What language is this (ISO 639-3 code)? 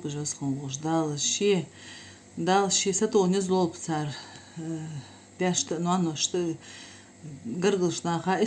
inh